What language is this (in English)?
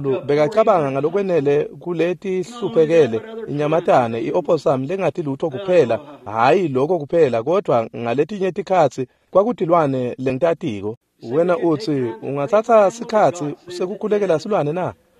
Swati